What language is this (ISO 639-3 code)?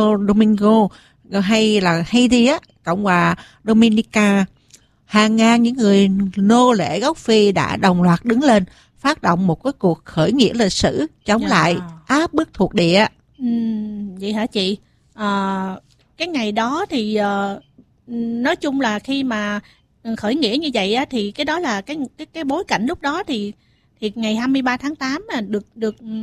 vie